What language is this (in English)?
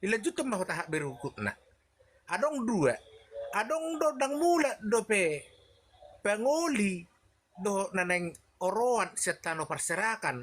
Batak Toba